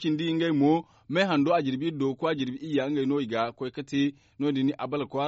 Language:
Zarma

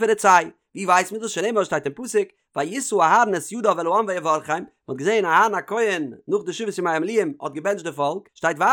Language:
Yiddish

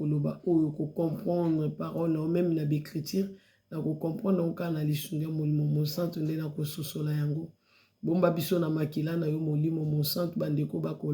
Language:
Lingala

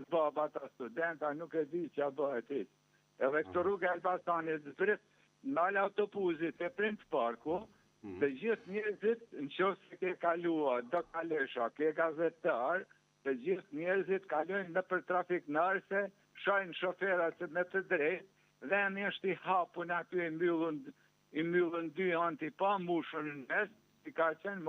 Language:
Albanian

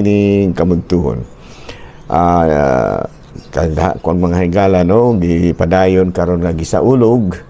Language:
Cebuano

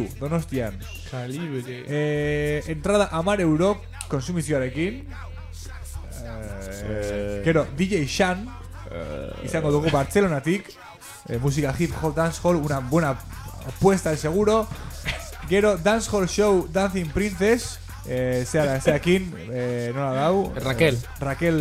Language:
Basque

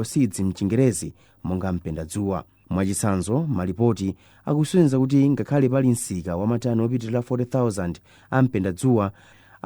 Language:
Nyanja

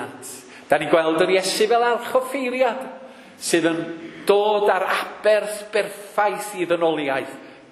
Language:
Welsh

